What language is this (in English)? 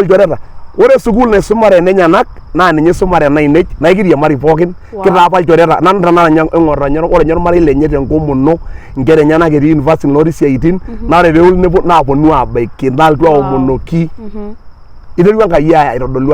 Masai